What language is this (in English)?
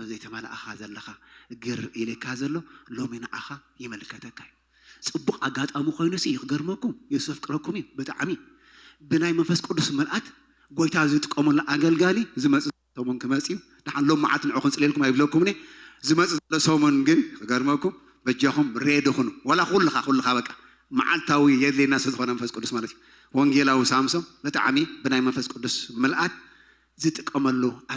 Tigrinya